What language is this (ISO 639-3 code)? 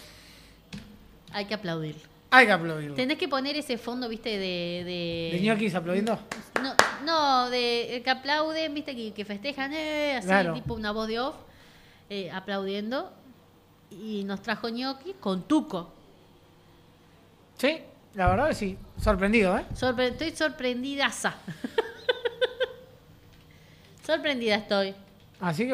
spa